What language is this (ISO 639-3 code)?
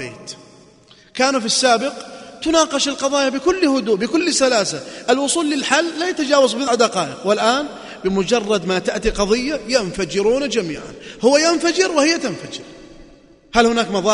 ara